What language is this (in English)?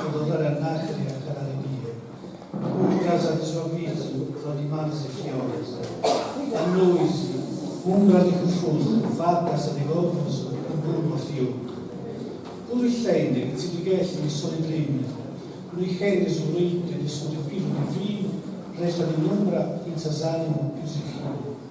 Sardinian